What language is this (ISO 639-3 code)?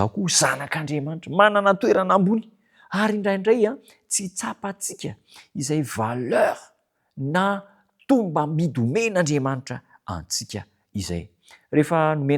mlg